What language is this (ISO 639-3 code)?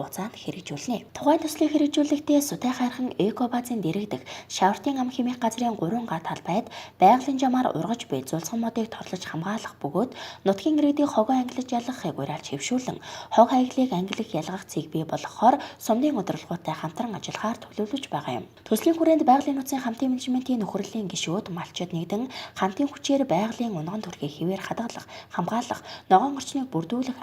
mon